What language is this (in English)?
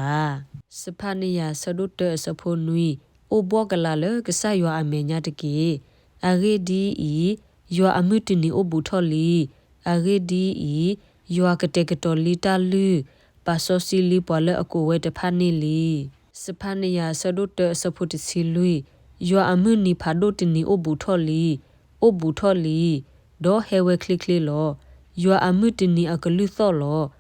S'gaw Karen